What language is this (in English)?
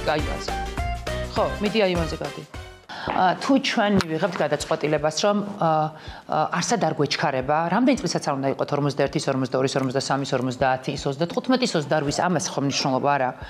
Georgian